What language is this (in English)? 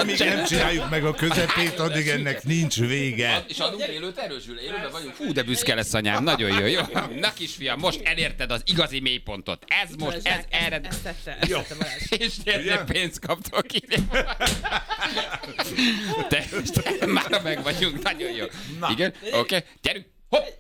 Hungarian